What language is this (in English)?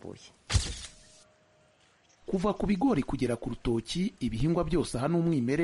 Kinyarwanda